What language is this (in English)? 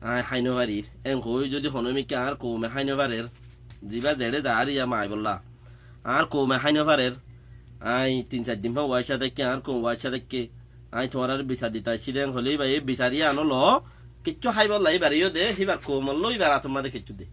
Rohingya